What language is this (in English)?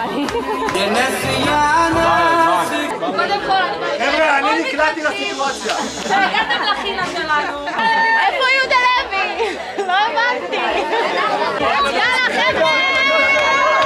Hebrew